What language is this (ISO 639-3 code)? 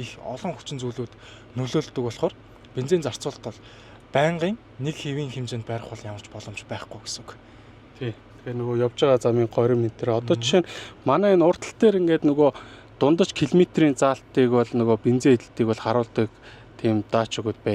mon